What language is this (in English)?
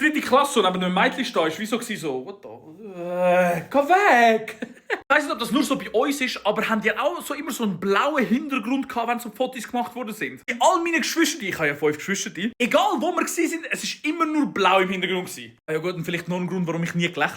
Swiss German